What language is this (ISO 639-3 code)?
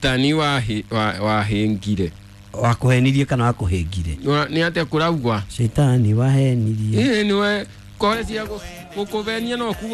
kik